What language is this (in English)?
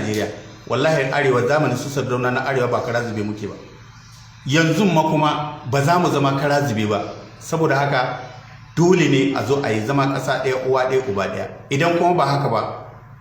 Hausa